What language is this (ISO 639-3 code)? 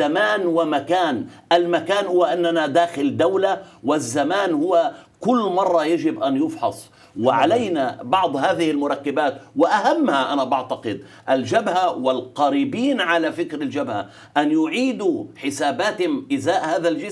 ara